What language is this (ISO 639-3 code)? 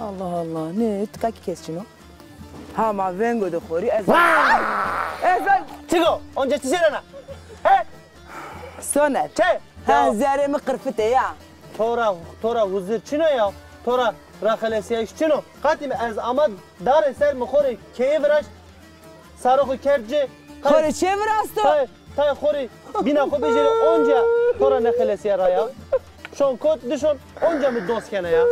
zza